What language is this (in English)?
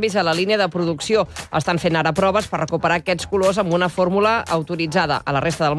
Catalan